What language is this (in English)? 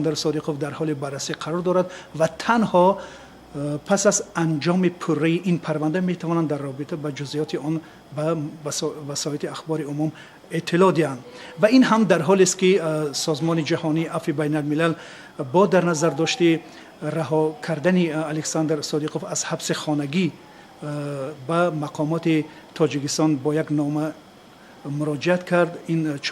Tajik